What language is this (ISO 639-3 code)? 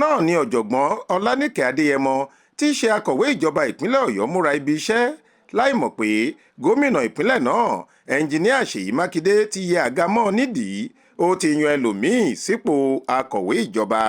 yor